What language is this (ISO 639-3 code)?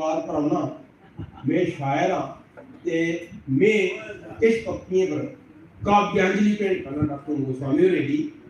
doi